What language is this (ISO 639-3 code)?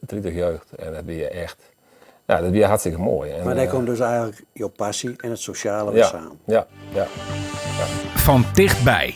fry